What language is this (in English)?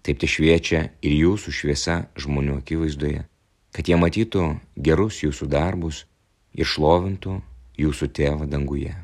Lithuanian